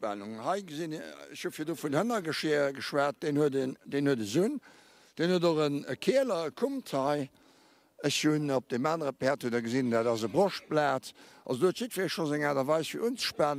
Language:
Luxembourgish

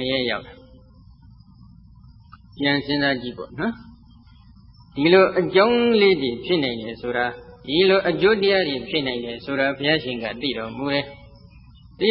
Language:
Burmese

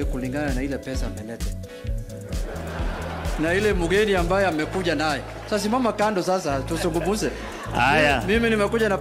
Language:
Swahili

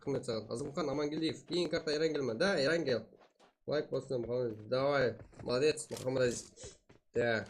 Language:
Kara-Kalpak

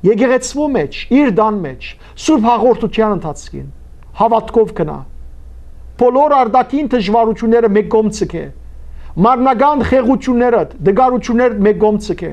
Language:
Western Armenian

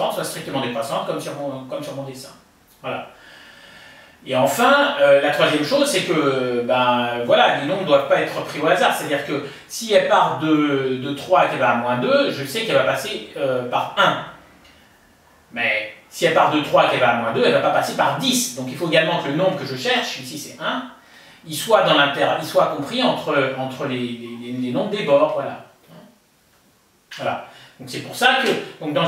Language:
French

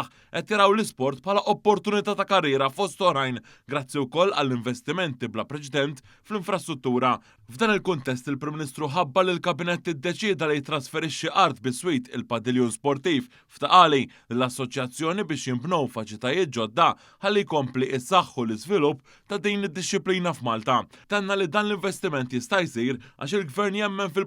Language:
Maltese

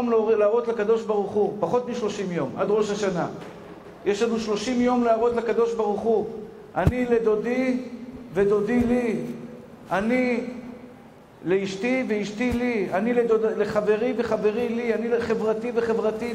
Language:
Hebrew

